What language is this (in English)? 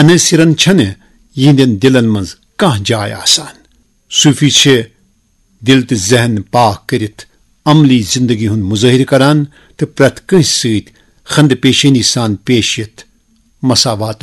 Kashmiri